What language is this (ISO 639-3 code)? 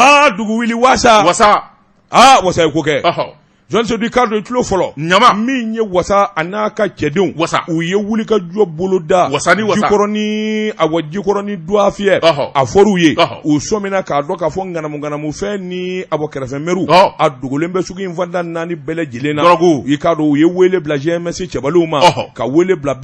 bam